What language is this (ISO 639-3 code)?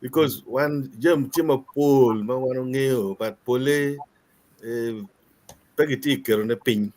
ach